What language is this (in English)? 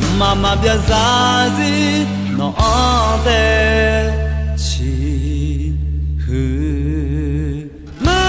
Akha